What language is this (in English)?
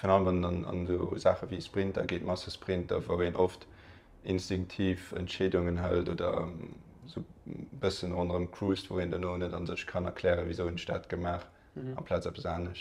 Luxembourgish